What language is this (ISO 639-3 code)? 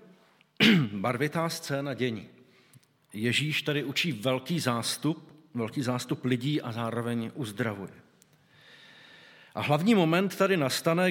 ces